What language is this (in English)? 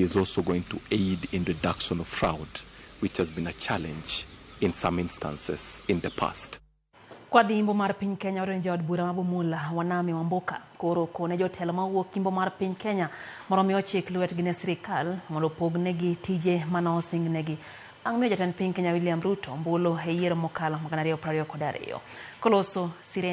Luo (Kenya and Tanzania)